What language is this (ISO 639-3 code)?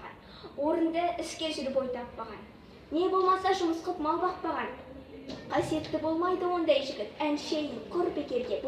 kaz